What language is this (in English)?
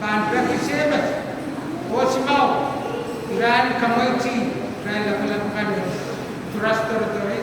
Pohnpeian